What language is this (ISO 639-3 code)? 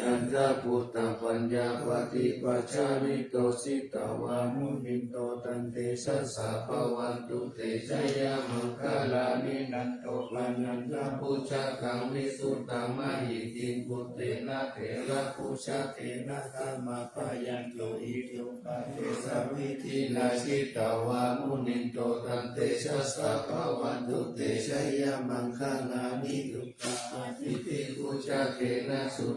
pli